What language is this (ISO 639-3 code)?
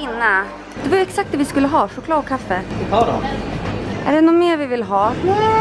swe